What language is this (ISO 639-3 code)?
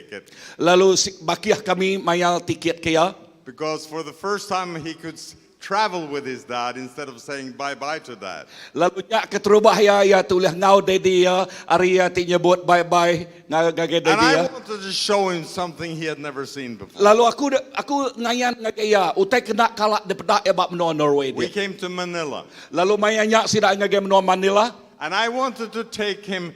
iba